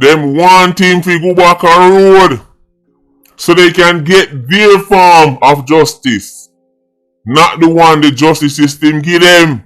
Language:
Jamaican Creole English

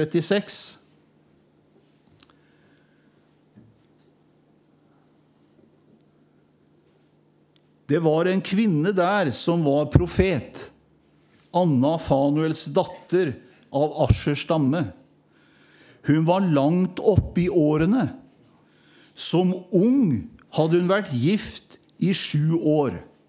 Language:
Norwegian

